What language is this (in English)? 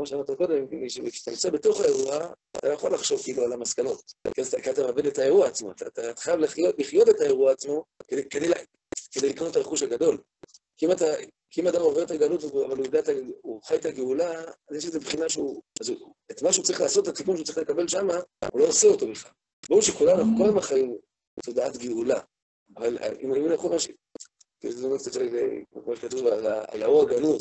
Hebrew